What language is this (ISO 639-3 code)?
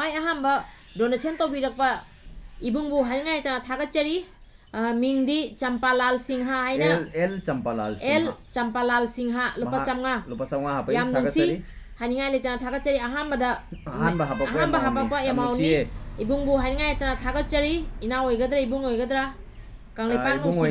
mni